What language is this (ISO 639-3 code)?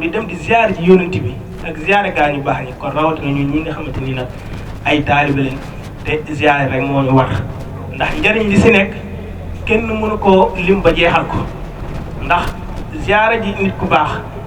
wol